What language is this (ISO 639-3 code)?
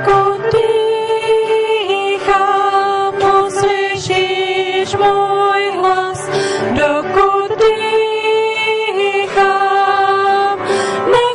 ces